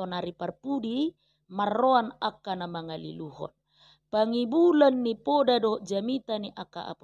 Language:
Batak Toba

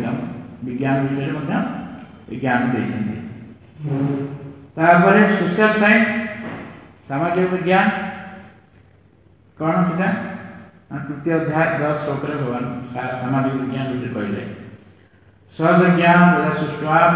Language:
Odia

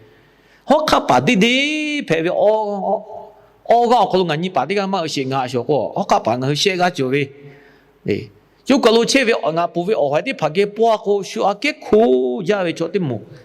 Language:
Lahu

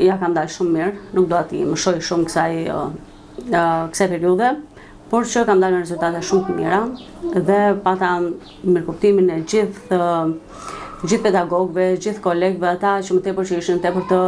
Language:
Albanian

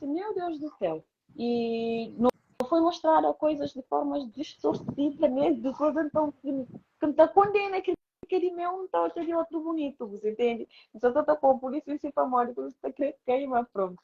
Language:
Kabuverdianu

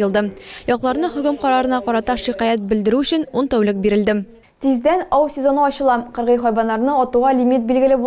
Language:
Tatar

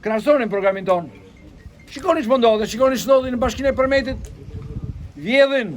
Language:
Albanian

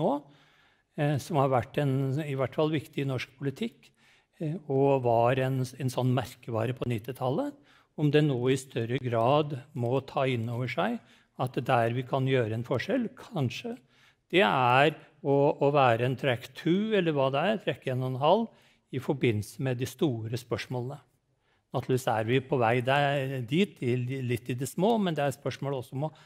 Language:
Norwegian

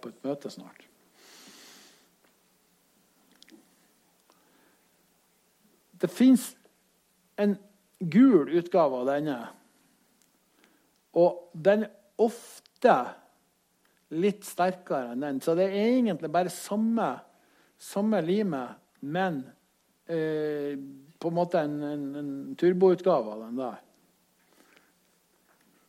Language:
Norwegian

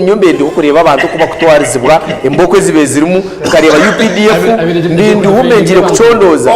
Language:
Nyankole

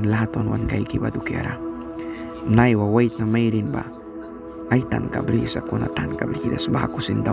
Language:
Mískito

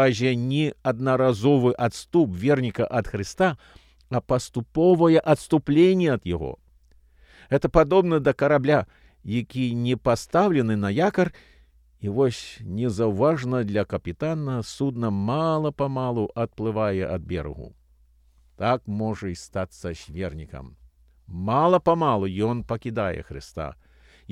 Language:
Belarusian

